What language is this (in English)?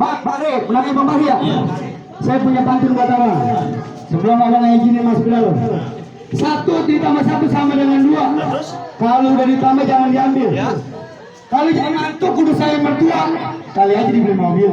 Betawi